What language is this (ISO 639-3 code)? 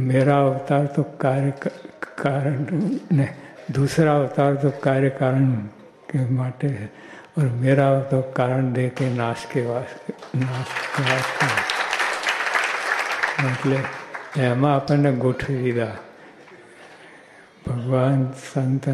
guj